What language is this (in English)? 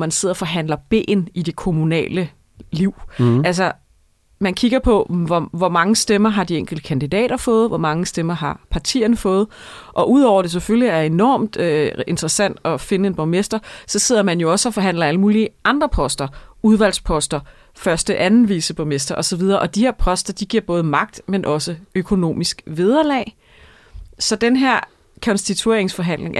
Danish